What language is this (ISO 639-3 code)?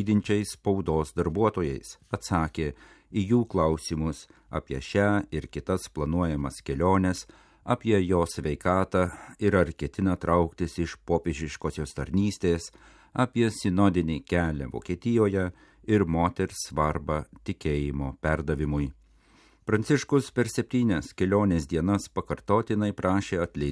lit